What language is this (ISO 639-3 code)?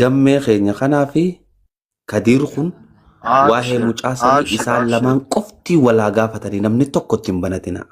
orm